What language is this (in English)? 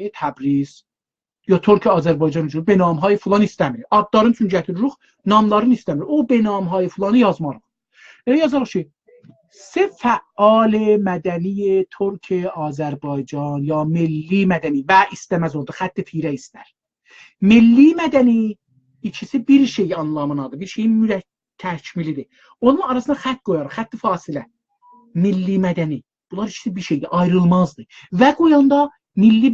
South Azerbaijani